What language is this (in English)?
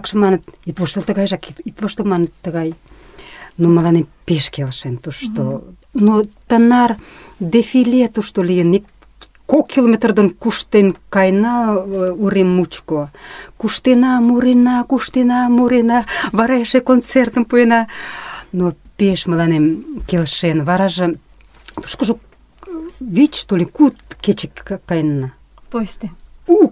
Mari